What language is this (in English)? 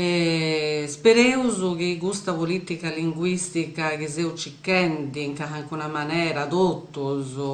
Sardinian